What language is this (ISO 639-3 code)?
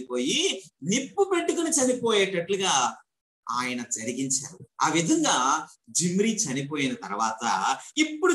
tel